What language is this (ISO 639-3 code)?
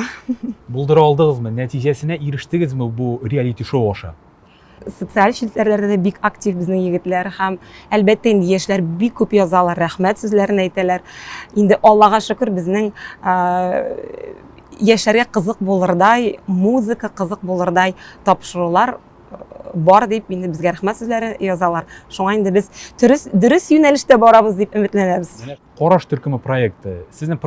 tat